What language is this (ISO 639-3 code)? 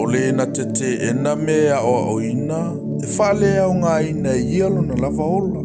smo